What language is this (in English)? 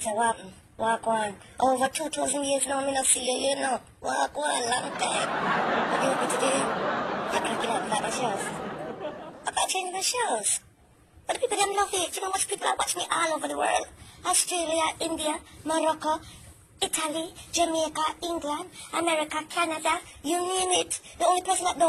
Jamaican Creole English